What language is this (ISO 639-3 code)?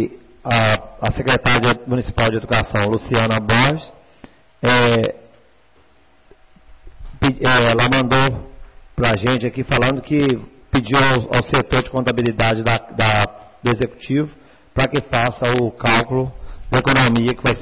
por